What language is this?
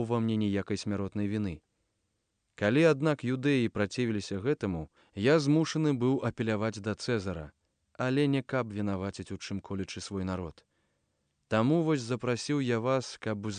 Belarusian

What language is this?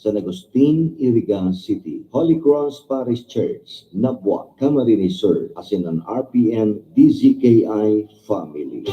Bikol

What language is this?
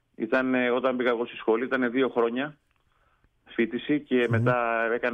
Greek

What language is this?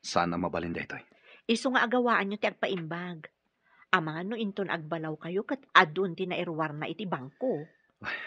Iloko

